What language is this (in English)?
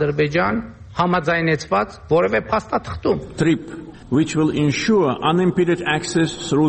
Armenian